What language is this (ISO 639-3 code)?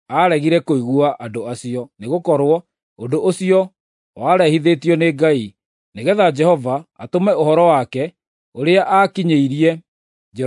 kik